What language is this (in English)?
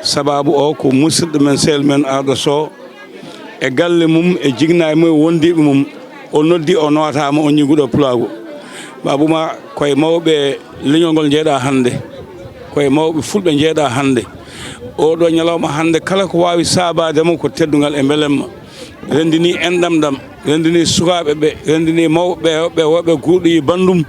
Fula